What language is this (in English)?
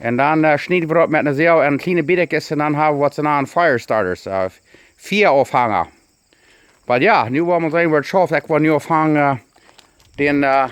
Plautdietsch